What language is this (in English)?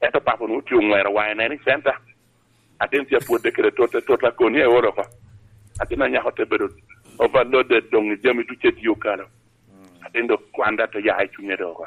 Lango (Uganda)